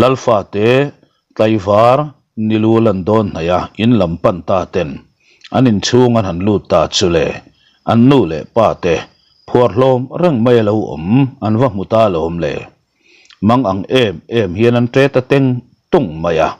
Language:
Mizo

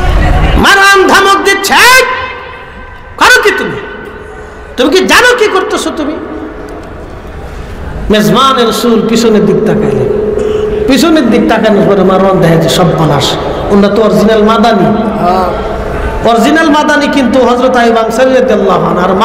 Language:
Bangla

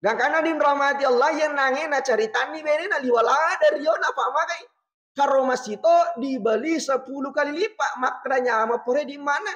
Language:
Buginese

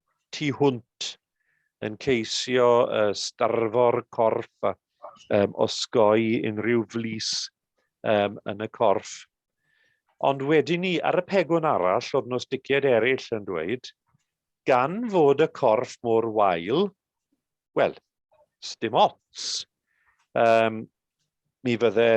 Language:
Welsh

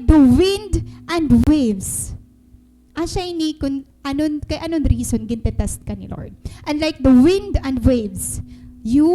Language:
Waray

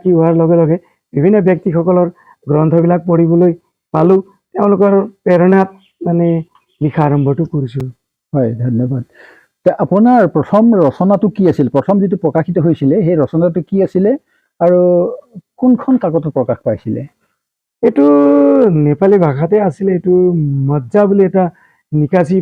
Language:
Assamese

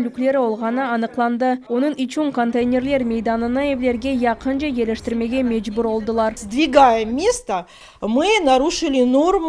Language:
Crimean Tatar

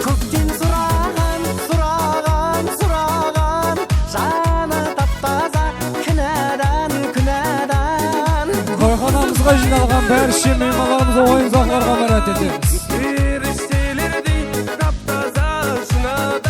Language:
Kara-Kalpak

